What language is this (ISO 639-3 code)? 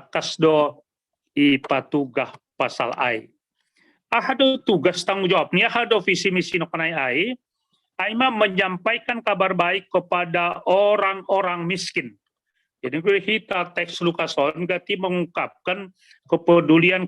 bts